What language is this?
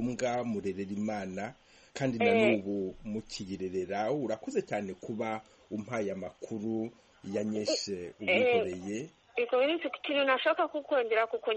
Kinyarwanda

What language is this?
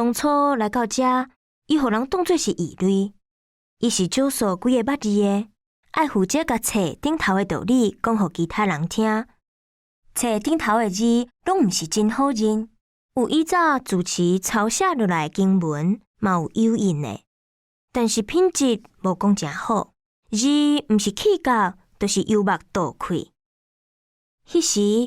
Min Nan Chinese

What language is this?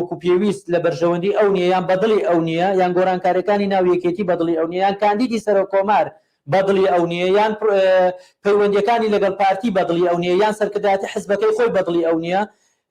Central Kurdish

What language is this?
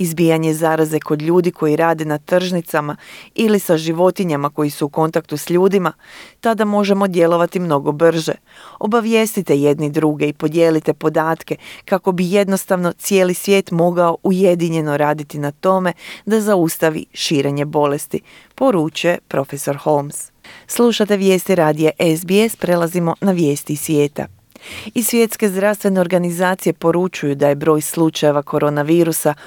Croatian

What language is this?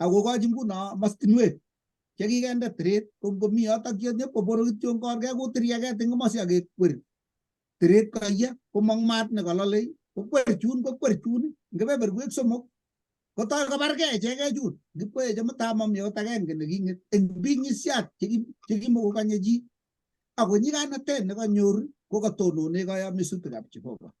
Kalenjin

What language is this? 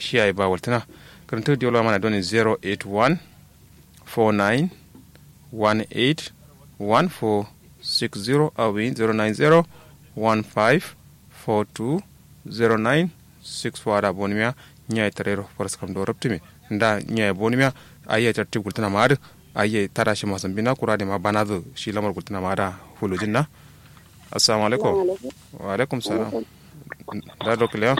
Kanuri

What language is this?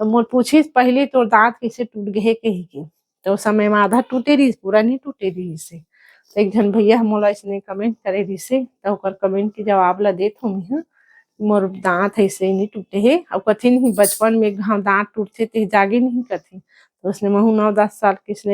Chhattisgarhi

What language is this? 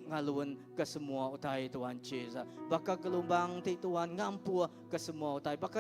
Iban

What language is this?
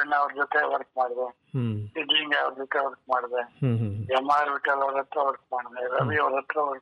Kannada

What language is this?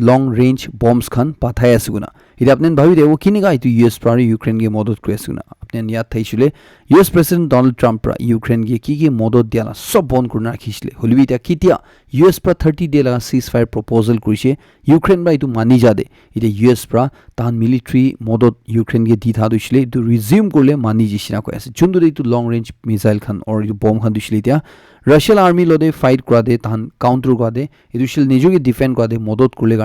Naga Pidgin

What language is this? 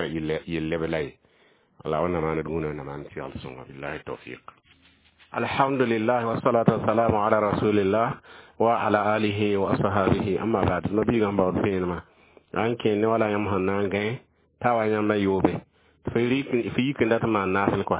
Mossi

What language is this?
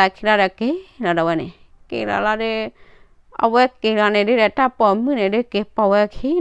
S'gaw Karen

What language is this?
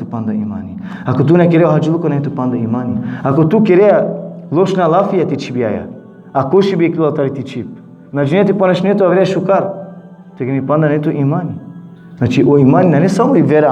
Balkan Romani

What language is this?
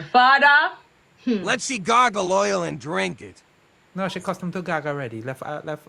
Jamaican Creole English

